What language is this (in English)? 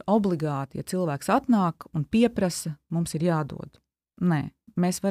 Latvian